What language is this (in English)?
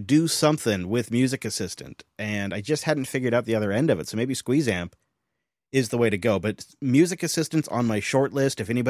English